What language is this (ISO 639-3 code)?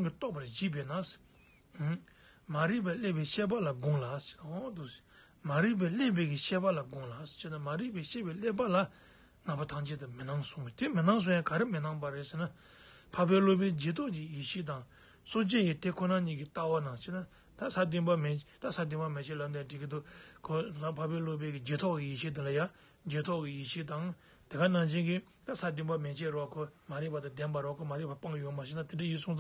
bod